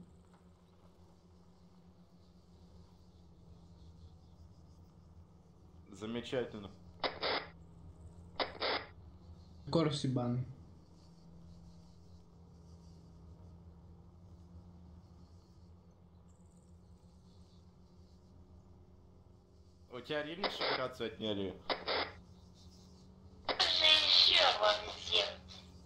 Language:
Russian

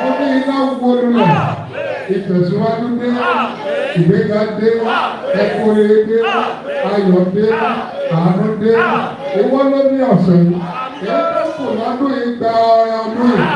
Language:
Yoruba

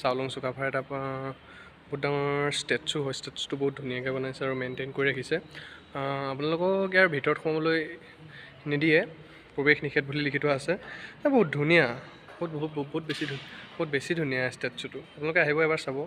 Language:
Assamese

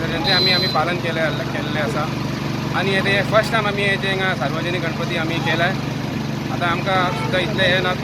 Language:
Konkani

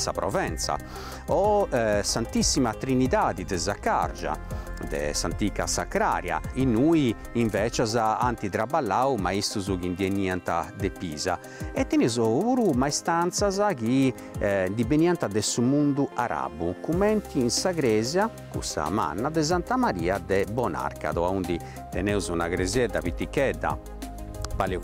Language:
Sardinian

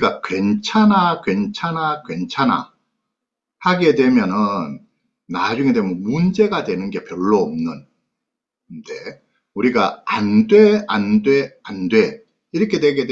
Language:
Korean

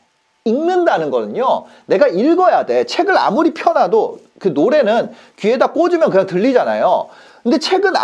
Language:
Korean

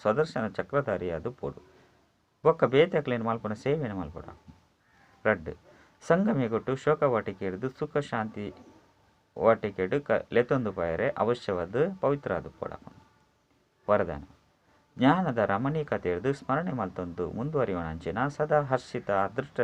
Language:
Tulu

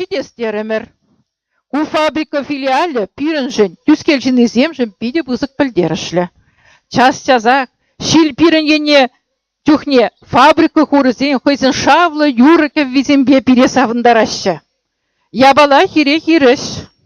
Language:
Chuvash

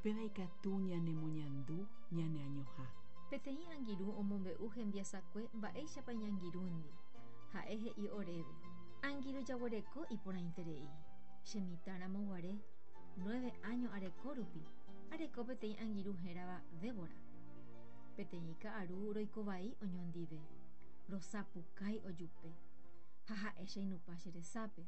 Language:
Guarani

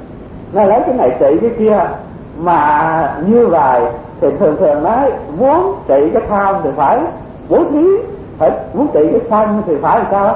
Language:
Vietnamese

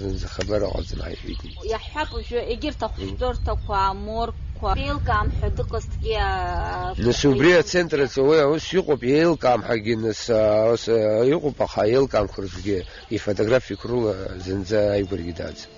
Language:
Abkhazian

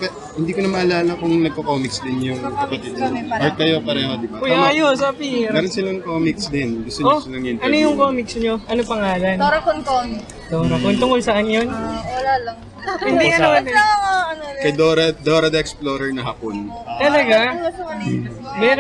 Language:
Filipino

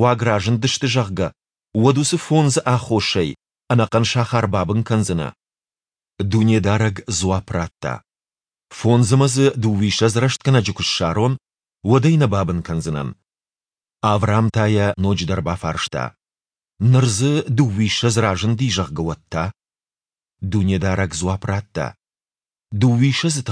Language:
Ossetic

